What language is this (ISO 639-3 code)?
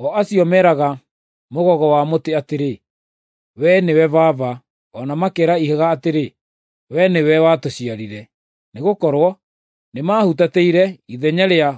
kik